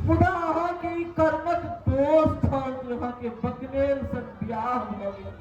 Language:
Maithili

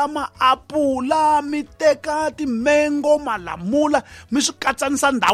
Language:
Tsonga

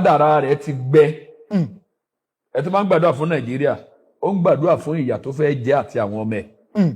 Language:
Yoruba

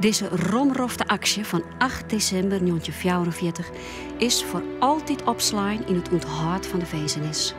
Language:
Western Frisian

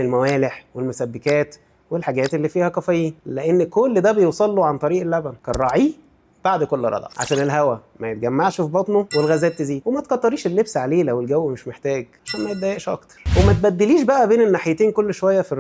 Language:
Egyptian Arabic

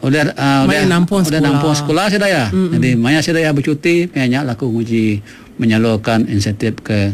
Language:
Iban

